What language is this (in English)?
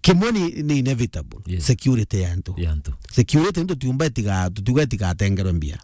Meru